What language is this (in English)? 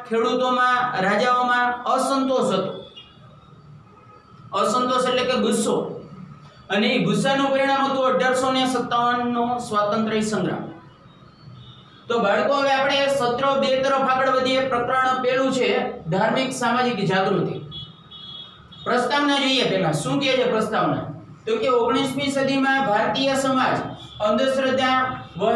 Gujarati